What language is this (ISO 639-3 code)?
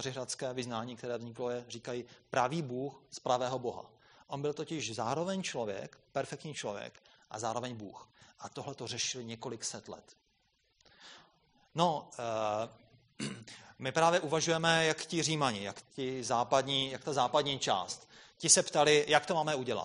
ces